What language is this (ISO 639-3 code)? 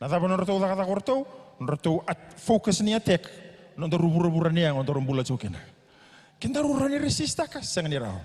fij